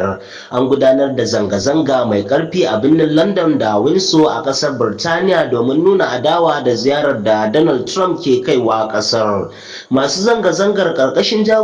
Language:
Hausa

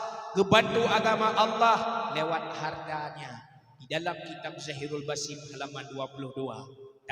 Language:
Achinese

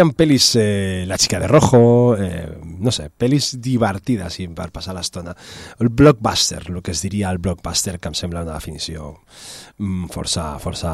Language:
Catalan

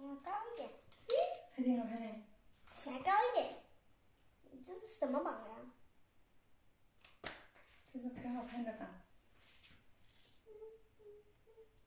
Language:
Chinese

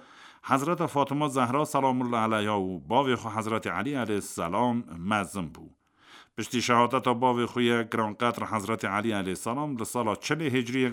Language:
Kurdish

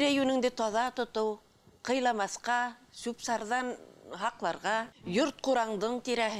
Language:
Bashkir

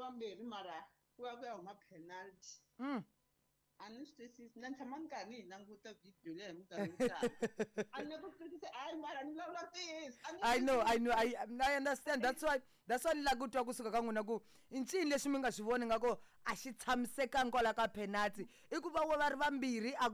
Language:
Tsonga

